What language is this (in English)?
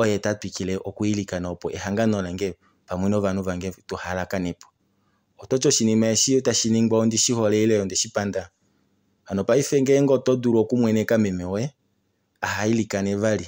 Kuanyama